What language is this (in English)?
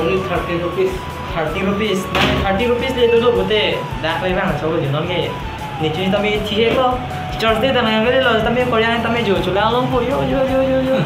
Karbi